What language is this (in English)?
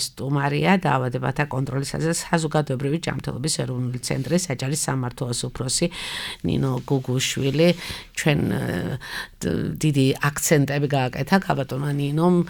Georgian